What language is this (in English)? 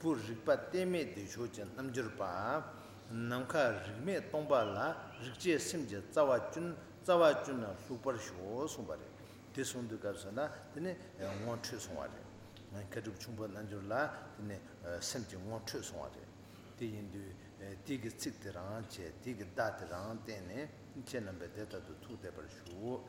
Tibetan